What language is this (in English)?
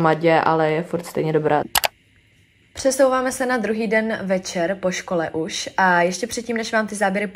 Czech